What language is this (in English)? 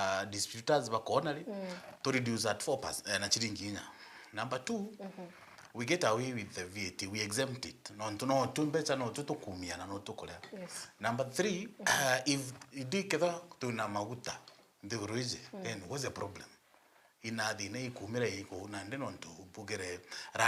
Meru